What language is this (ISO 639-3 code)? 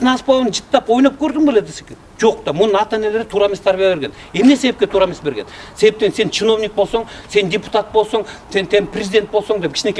kir